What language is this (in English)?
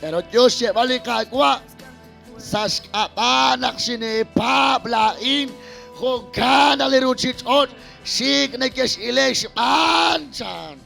Kekchí